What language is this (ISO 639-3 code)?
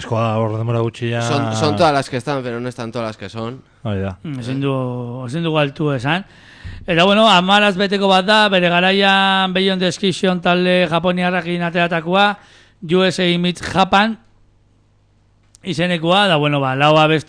eus